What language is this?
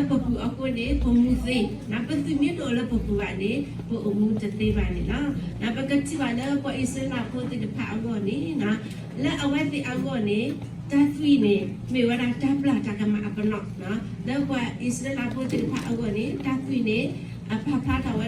S'gaw Karen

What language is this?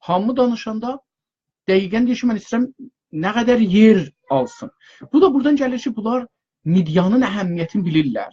South Azerbaijani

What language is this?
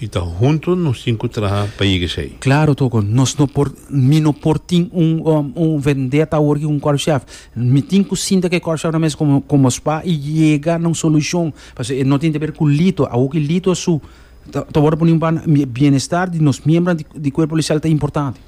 Papiamento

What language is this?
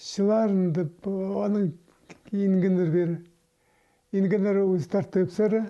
Khakas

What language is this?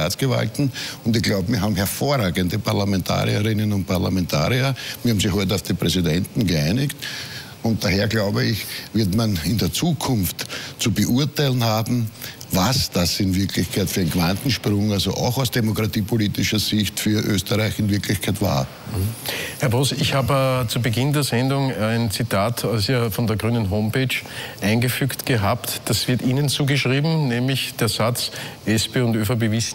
German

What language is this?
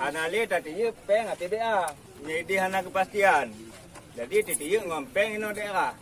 Achinese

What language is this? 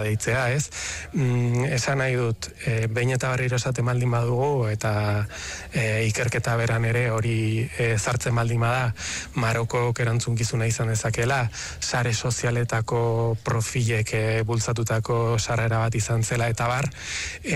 Basque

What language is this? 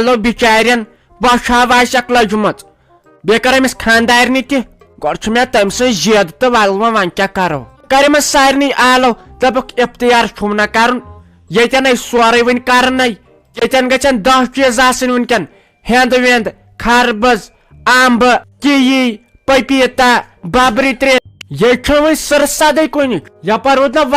Kashmiri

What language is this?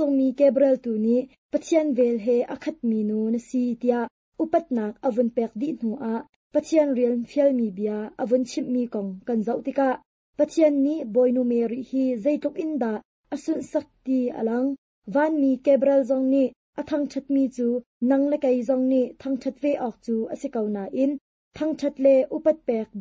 Hakha Chin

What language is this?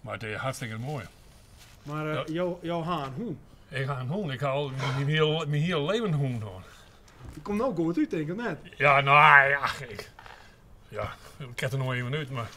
Western Frisian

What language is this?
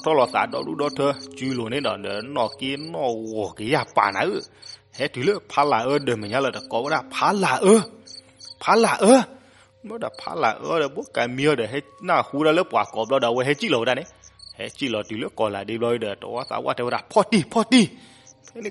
S'gaw Karen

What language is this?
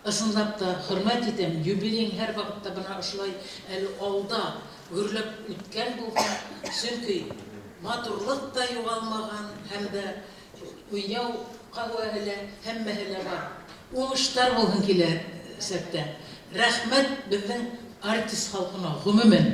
Bashkir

